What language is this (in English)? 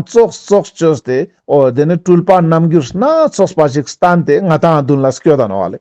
Ladakhi